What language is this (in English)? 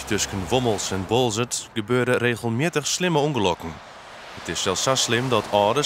Western Frisian